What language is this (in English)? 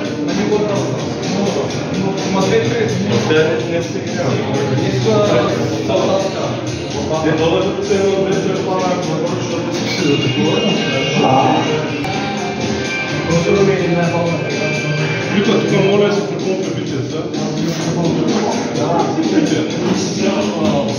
Bulgarian